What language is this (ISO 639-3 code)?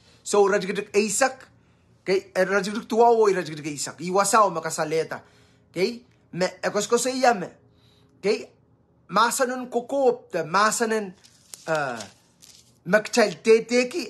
pon